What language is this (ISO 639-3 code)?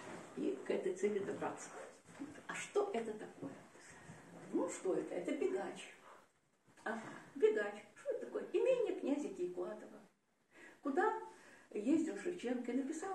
rus